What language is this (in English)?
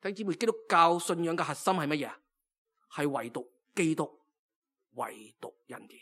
Cantonese